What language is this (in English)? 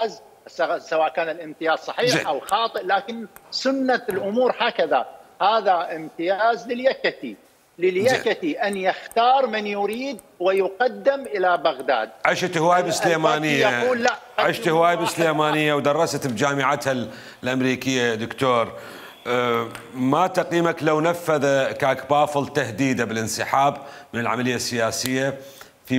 Mesopotamian Arabic